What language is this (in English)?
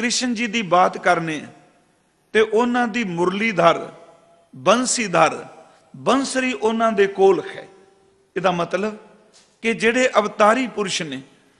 Punjabi